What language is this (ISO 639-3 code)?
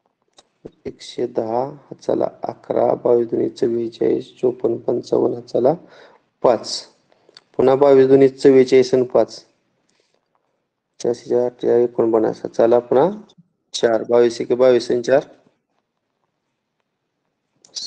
mar